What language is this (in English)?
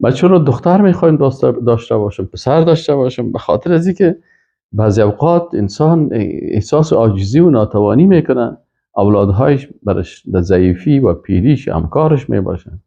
Persian